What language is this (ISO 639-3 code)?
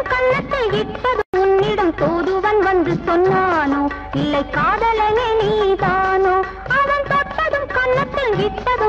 tam